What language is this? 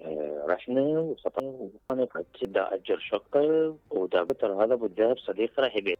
Mesopotamian Arabic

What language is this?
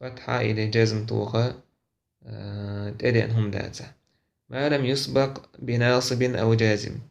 Chechen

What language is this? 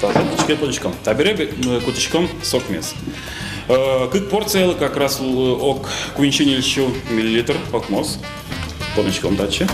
Udmurt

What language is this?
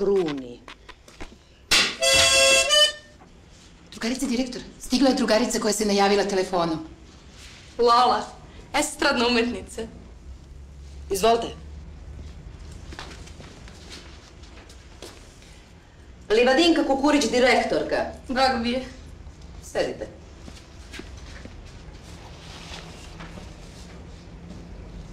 Serbian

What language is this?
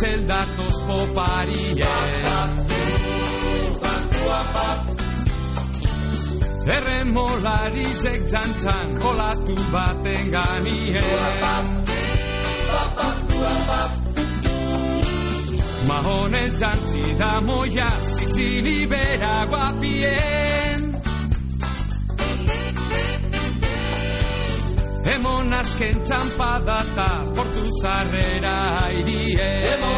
Basque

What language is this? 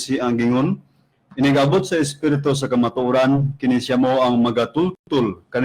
Cebuano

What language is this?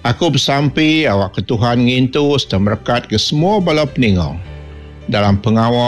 Iban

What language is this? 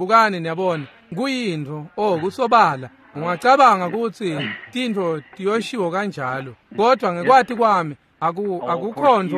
Swati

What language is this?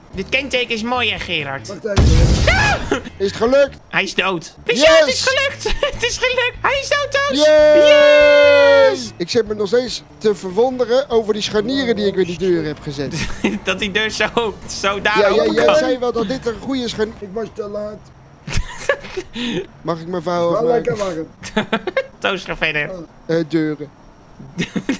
Dutch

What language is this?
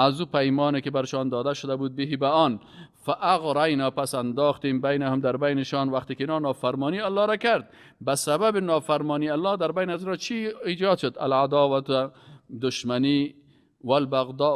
Persian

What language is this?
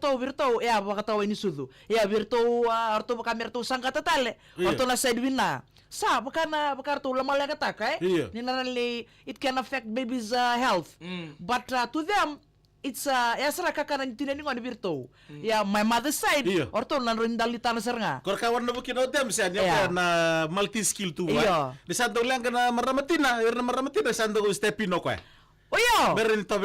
Fijian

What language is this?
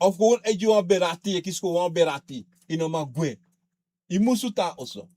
Sranan Tongo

